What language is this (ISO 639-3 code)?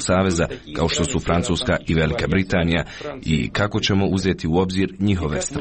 srp